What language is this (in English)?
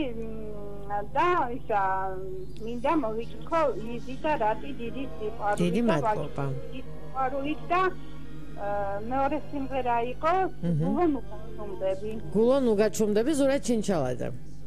Georgian